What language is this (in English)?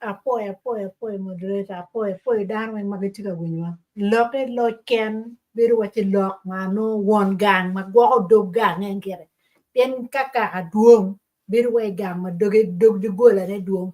Acoli